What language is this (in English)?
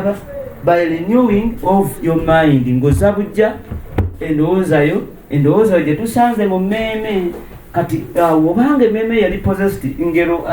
Ganda